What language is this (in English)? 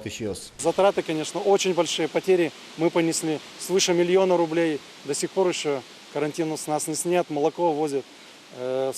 Udmurt